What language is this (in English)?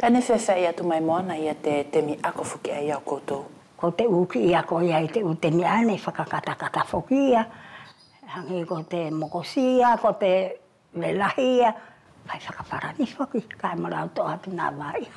Wallisian